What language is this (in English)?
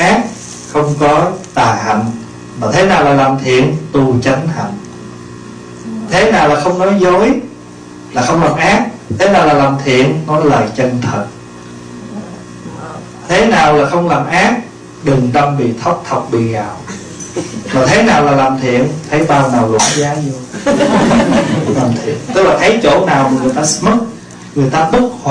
Vietnamese